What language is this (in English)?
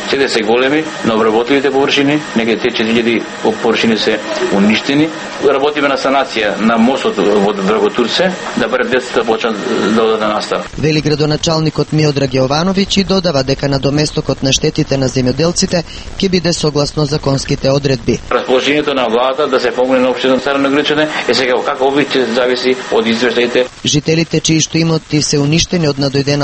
Macedonian